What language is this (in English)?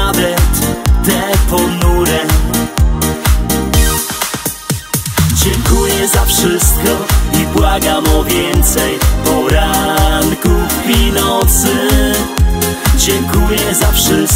Polish